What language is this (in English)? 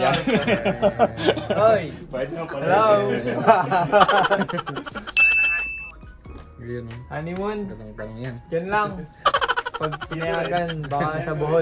Filipino